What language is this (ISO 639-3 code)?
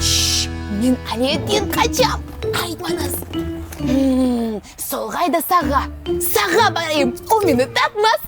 crh